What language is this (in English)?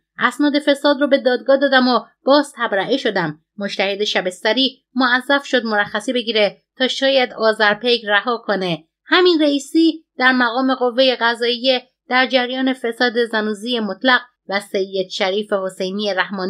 Persian